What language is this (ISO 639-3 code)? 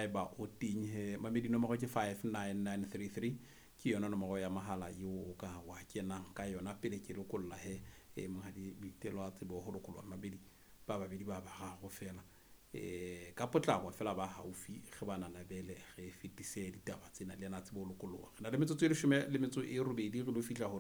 sot